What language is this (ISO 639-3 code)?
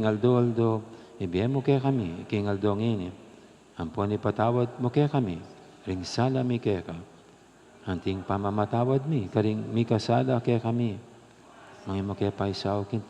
pam